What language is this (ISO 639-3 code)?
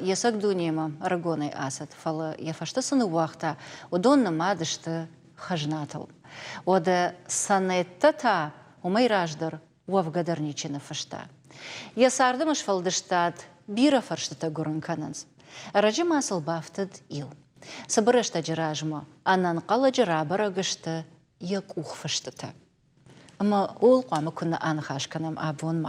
oss